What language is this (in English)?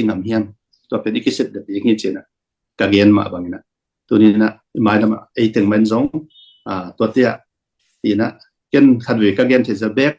Tedim Chin